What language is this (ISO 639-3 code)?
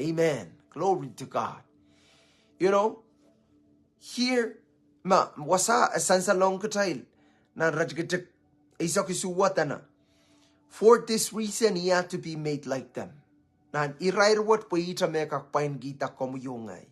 pon